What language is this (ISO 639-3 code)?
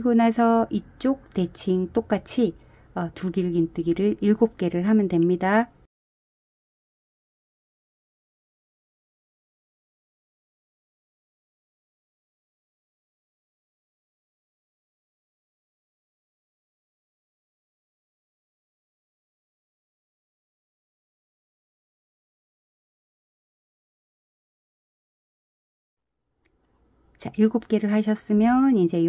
kor